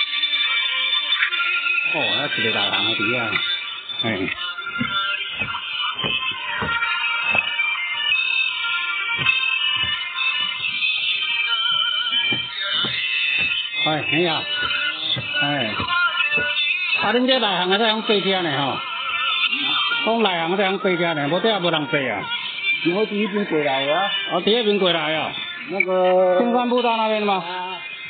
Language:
Min Nan Chinese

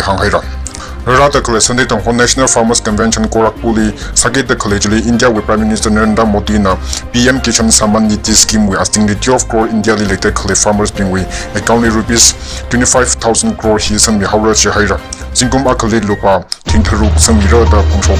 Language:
Tangkhul Naga (India)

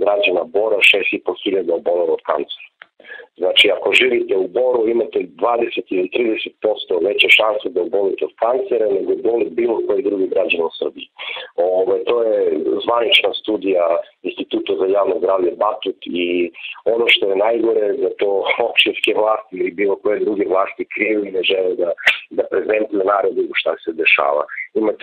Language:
Serbian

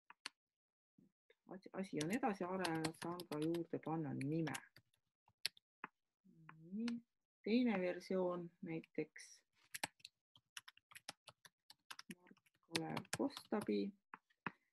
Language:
Estonian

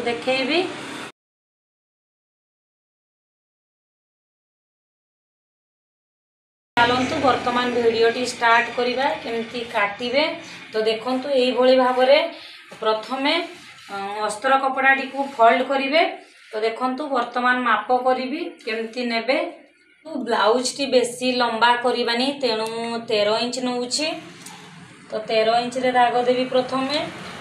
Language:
Odia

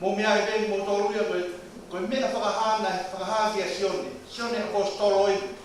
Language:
Tongan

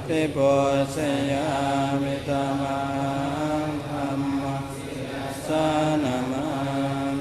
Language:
Pali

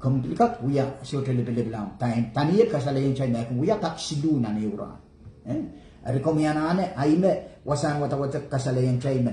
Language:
Pohnpeian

